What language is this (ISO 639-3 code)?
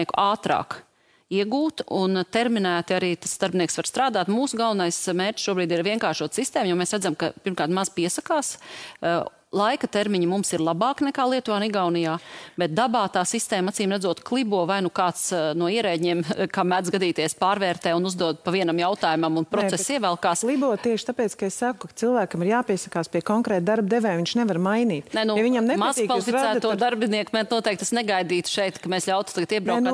lav